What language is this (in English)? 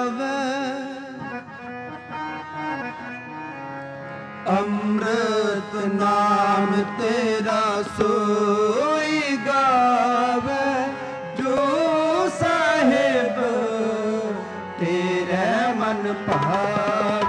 Punjabi